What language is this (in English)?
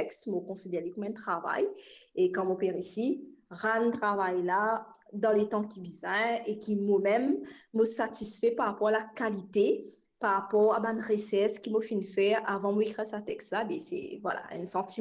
Morisyen